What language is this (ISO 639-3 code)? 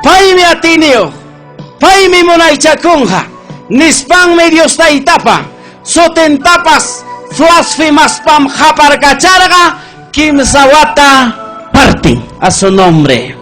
quy